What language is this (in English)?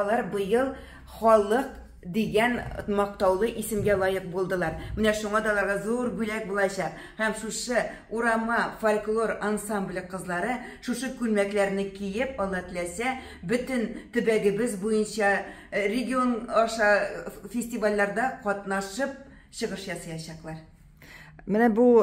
Tatar